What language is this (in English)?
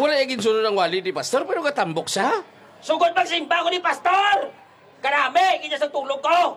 Hiligaynon